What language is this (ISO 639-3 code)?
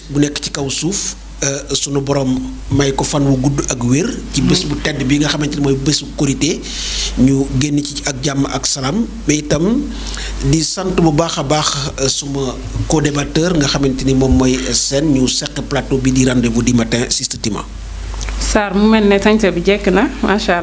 wol